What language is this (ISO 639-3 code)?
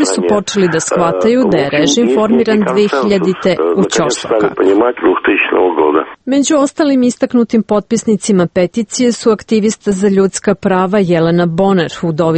srp